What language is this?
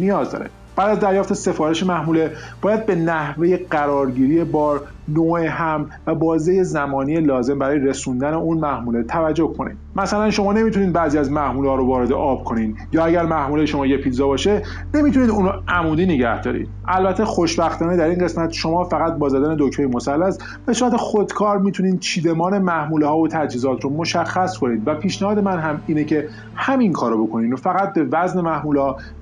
Persian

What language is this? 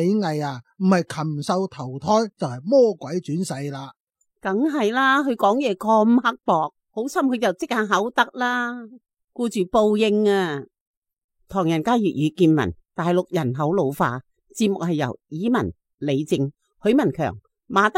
Cantonese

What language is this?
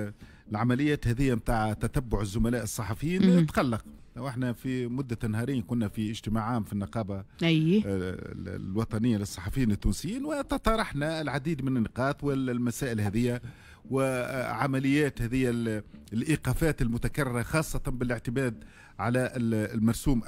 Tunisian Arabic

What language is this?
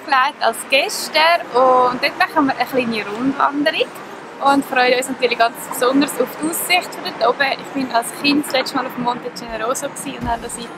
Swiss German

